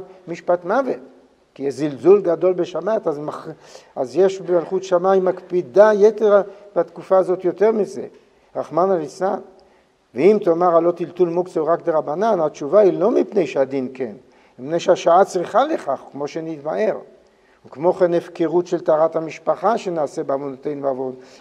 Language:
Hebrew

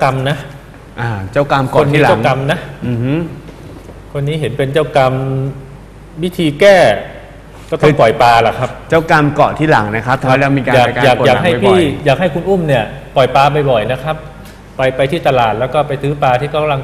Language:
Thai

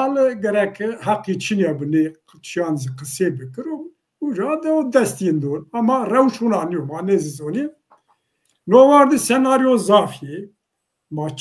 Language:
Zaza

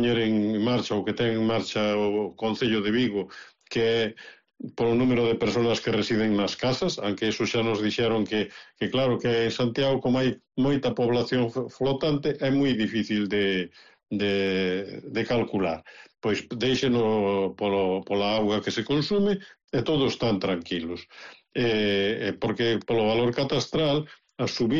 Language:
Galician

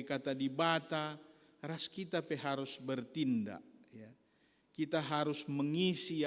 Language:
Batak Karo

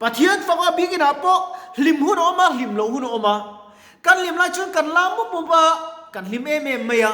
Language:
Mizo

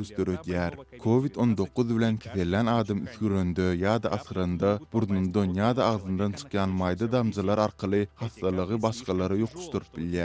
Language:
Turkmen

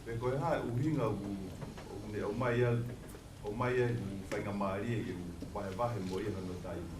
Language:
Tongan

